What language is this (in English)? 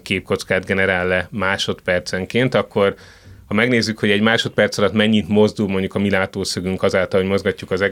Hungarian